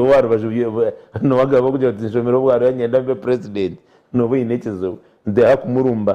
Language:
Nyankole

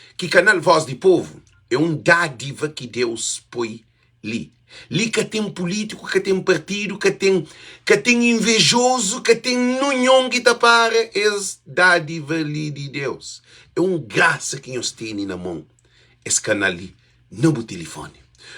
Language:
Kabuverdianu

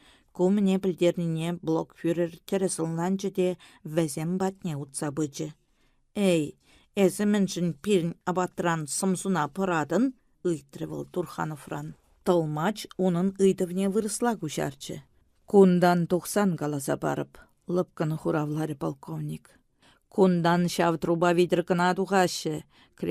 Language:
Chuvash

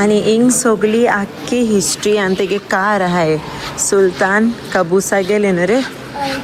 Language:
Konkani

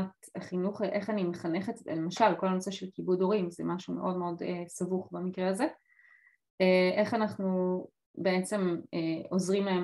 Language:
Hebrew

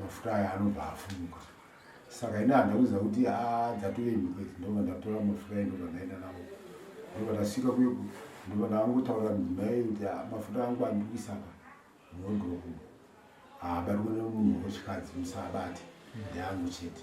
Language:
Shona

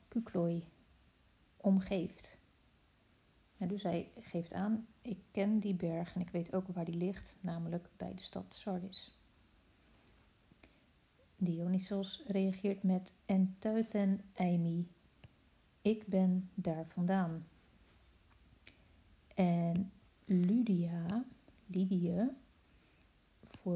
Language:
Dutch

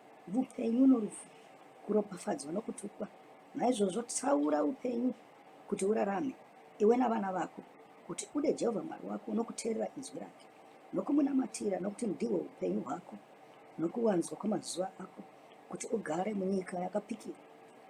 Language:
Shona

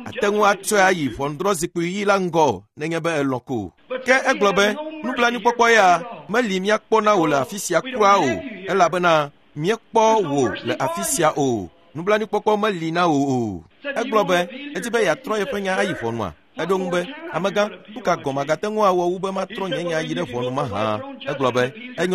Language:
Ewe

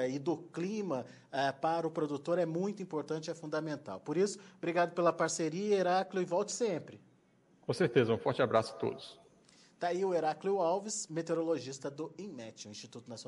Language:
Portuguese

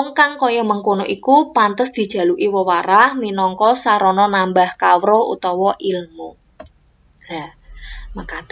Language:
Javanese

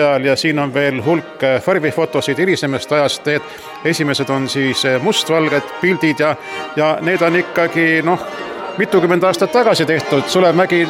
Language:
Estonian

